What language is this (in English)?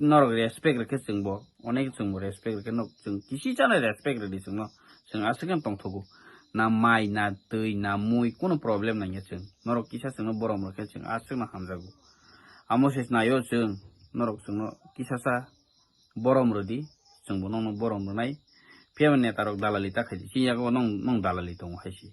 Kok Borok